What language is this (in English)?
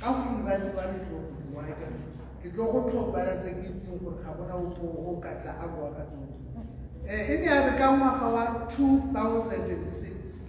Tswana